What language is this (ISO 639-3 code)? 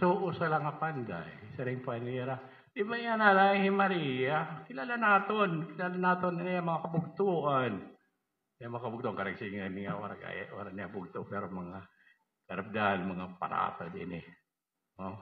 war